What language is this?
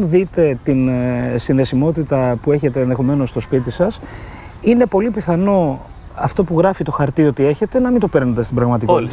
Greek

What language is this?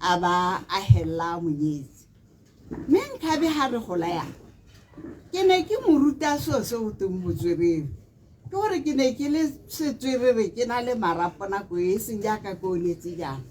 Tswana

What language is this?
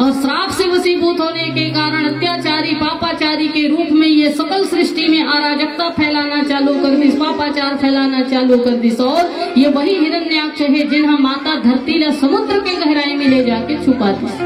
Chhattisgarhi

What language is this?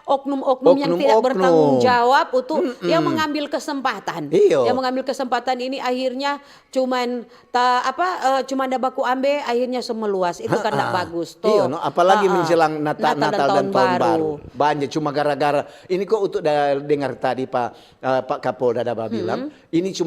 Manado Malay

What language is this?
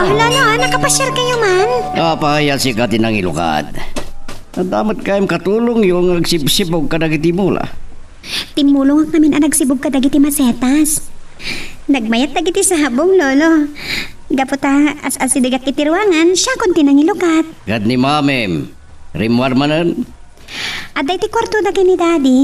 Iloko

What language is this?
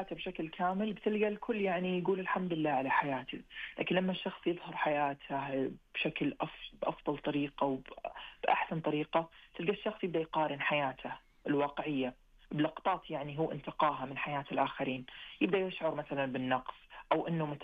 Najdi Arabic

